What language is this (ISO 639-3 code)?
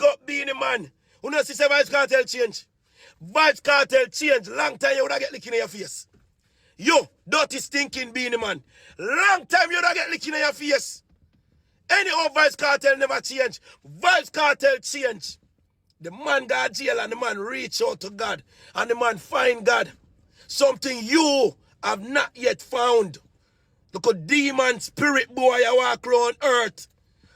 jam